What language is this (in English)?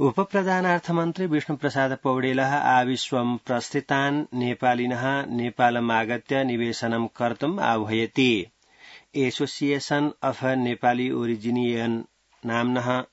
Sanskrit